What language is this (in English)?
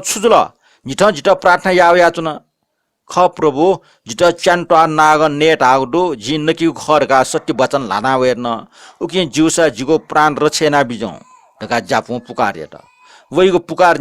Newari